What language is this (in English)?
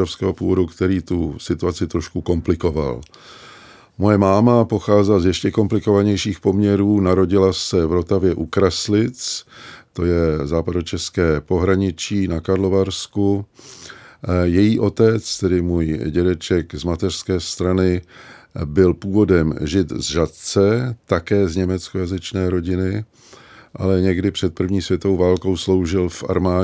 Czech